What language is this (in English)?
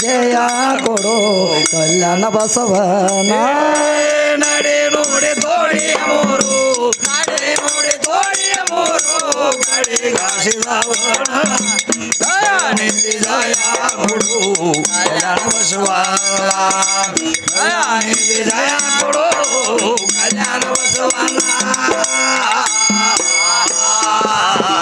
Kannada